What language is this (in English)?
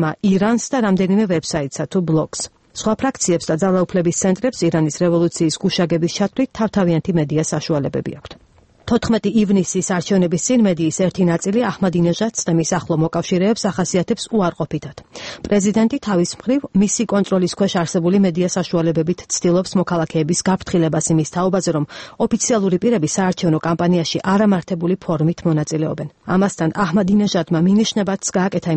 Georgian